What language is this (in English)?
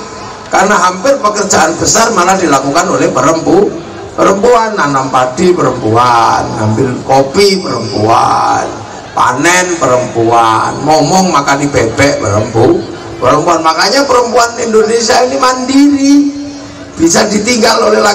Indonesian